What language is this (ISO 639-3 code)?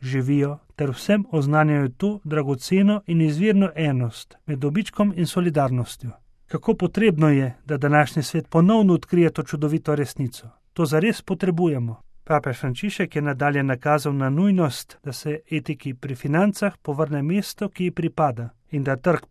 slv